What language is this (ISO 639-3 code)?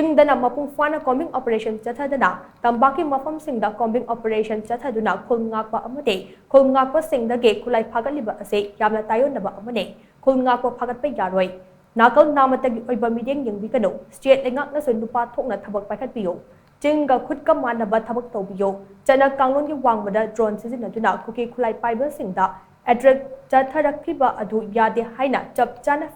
mni